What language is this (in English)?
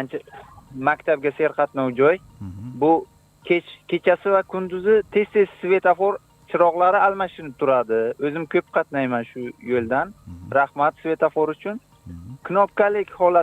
Uzbek